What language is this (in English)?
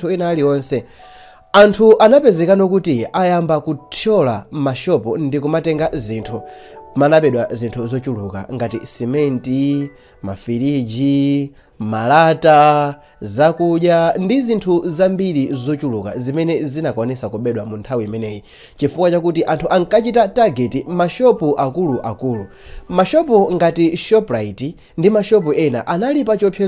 Nyanja